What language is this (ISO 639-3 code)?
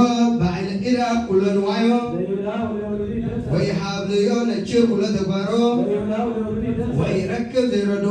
gez